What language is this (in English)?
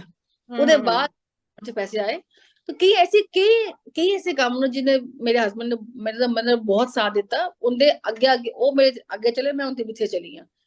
Dogri